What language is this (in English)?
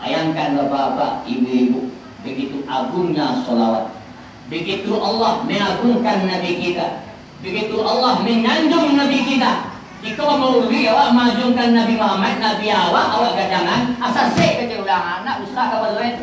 Minangkabau